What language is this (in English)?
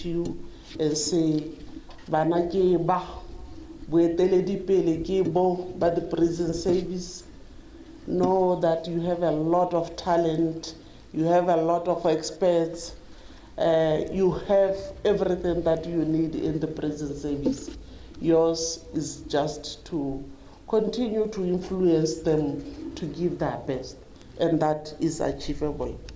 Tswana